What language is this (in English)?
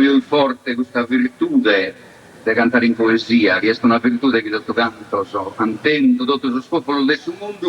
Sardinian